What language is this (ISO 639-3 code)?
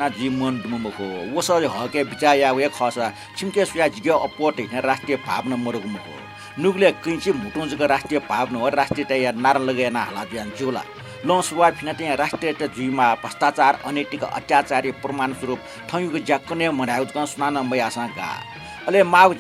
new